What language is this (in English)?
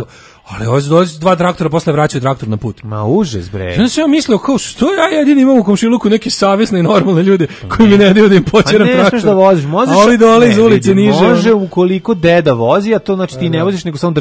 Serbian